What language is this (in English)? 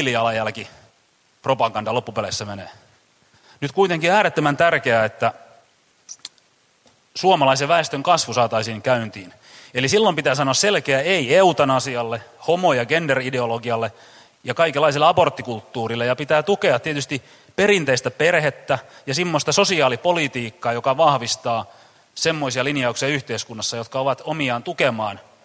Finnish